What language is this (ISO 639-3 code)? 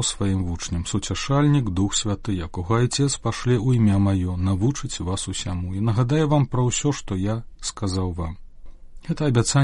bel